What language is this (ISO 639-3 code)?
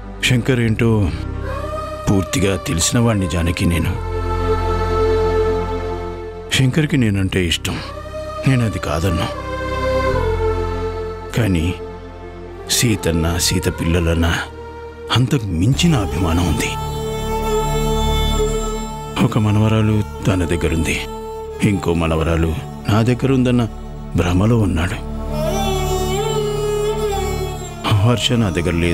tel